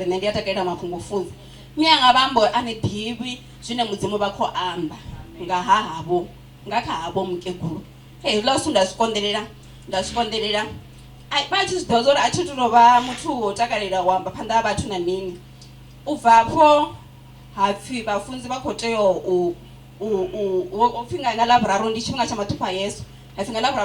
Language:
Venda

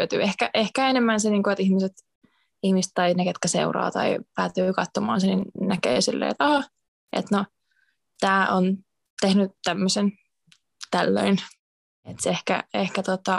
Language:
Finnish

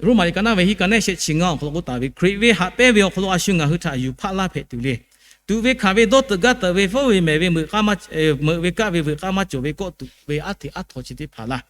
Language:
Lahu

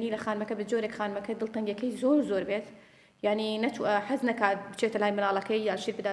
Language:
Central Kurdish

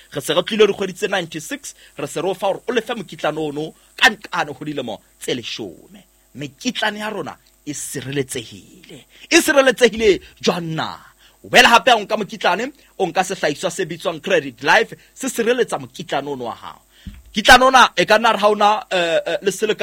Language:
Southern Sotho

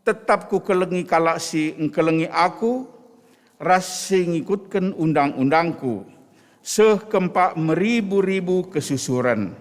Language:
Batak Karo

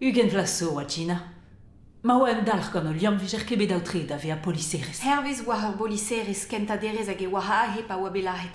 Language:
Breton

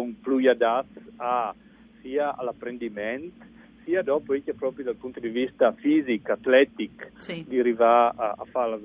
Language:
Friulian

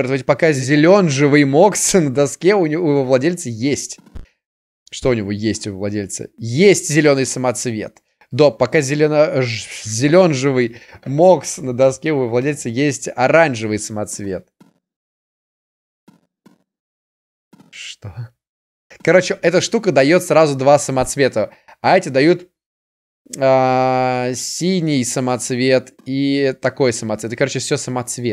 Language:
Russian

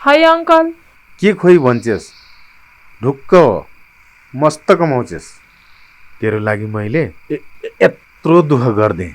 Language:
Nepali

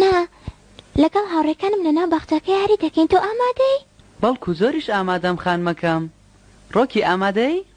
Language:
Central Kurdish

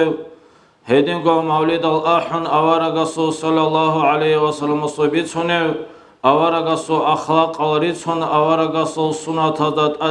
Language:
Avaric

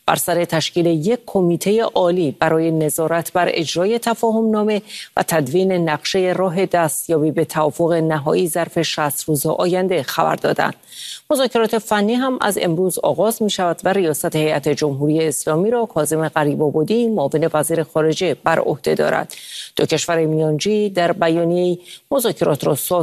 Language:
Persian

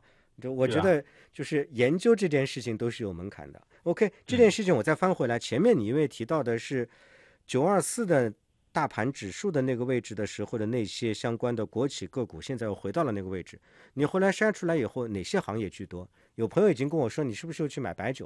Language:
Chinese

